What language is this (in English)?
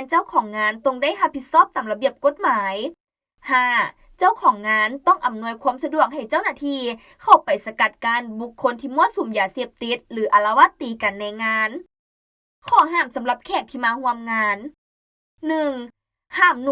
Lao